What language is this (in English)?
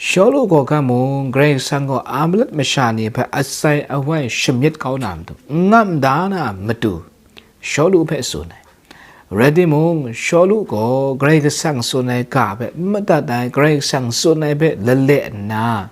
Kachin